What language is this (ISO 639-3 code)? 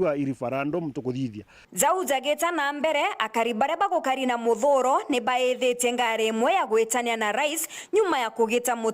mer